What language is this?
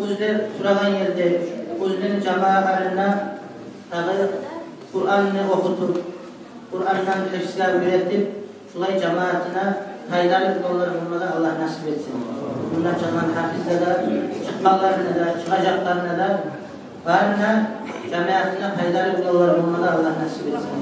Kumyk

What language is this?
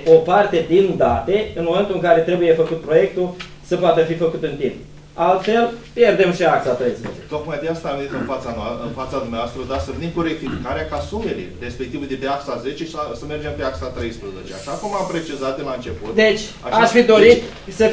Romanian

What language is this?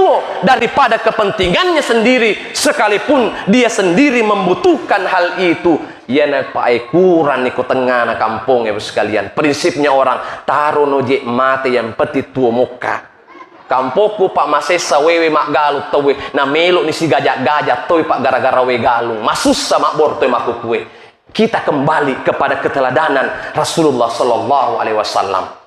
Buginese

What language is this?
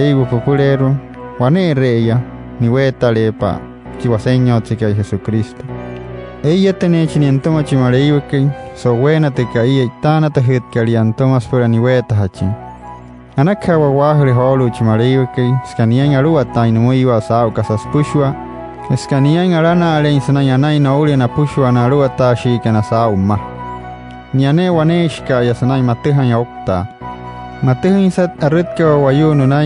Wayuu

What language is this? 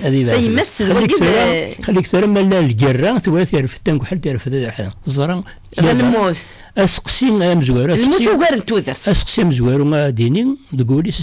Kabyle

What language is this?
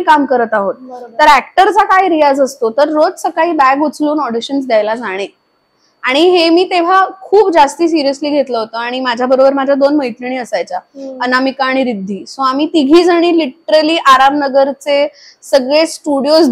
Marathi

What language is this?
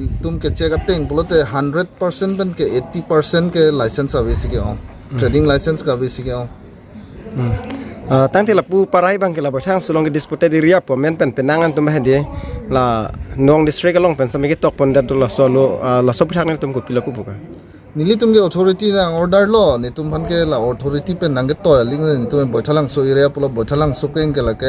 Karbi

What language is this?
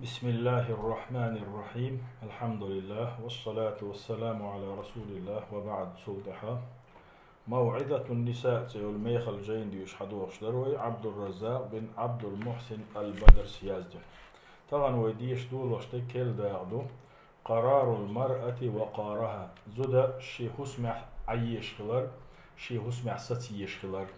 Chechen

